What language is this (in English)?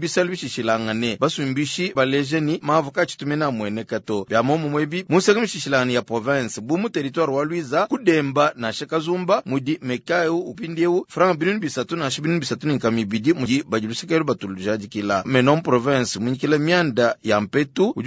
Luba-Lulua